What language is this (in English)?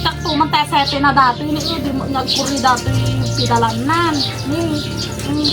Iloko